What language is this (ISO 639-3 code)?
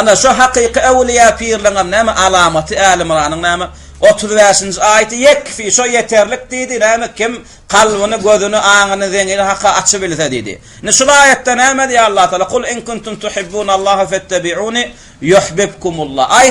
tuk